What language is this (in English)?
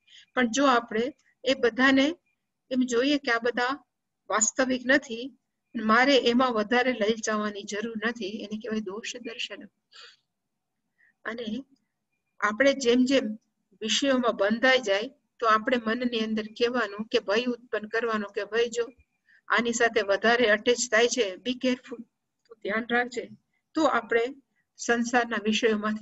Gujarati